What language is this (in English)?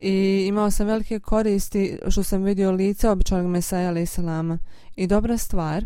Bosnian